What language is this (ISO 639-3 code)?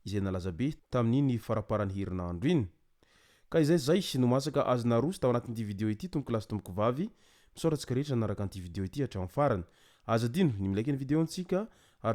mlg